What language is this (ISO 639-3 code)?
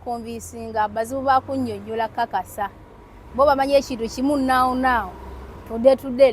lug